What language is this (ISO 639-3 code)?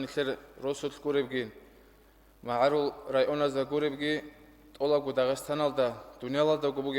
ava